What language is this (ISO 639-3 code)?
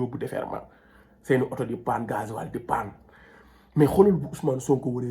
wol